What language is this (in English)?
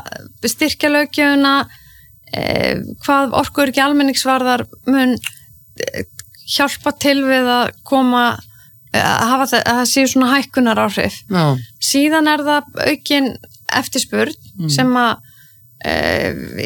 Icelandic